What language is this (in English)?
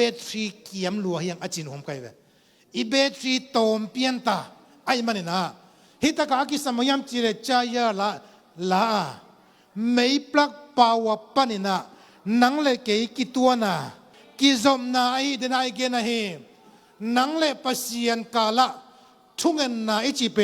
Tedim Chin